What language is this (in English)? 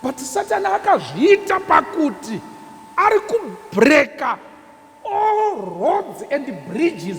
Shona